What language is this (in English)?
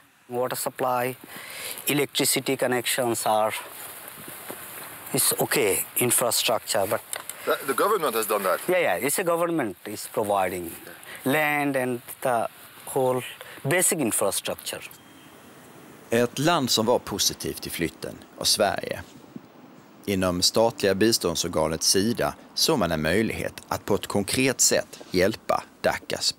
Swedish